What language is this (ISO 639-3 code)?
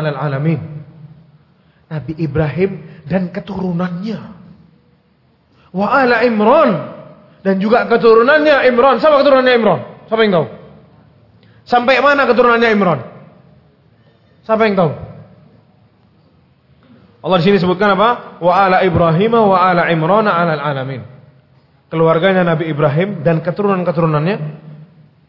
ind